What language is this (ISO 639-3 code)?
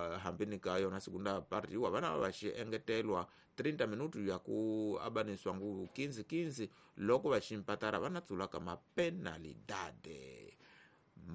tso